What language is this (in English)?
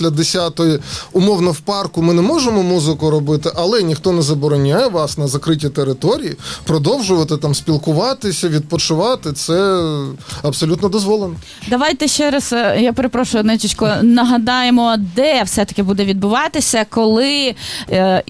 Ukrainian